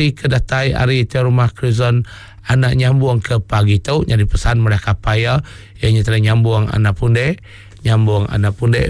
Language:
Iban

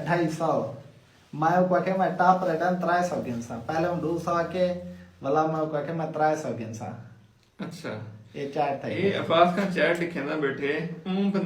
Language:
Saraiki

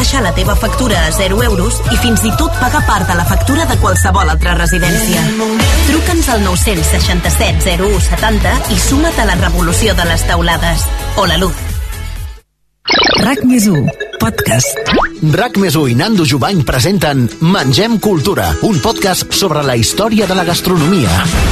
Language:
Catalan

